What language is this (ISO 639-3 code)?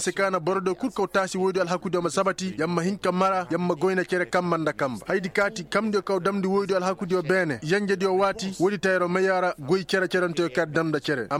ses